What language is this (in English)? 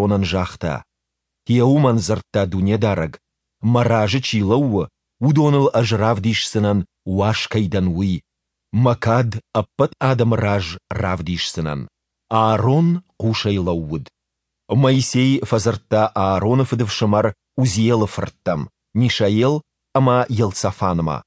Ossetic